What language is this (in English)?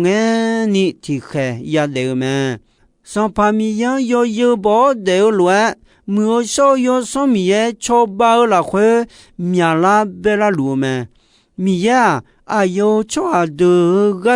Akha